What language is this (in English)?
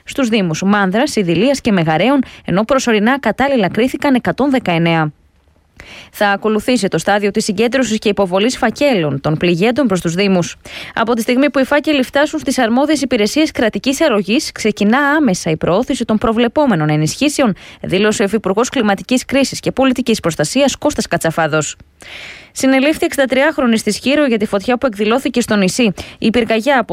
Greek